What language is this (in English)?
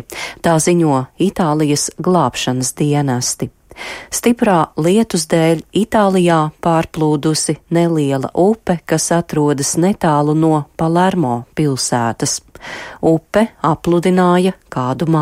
Latvian